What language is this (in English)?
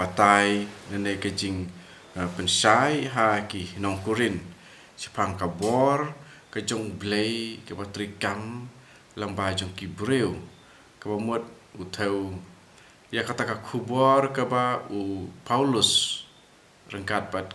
Khasi